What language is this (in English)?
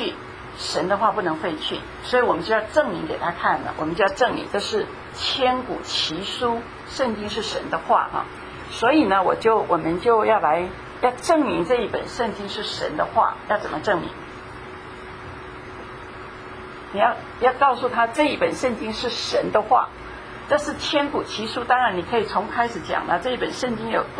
Chinese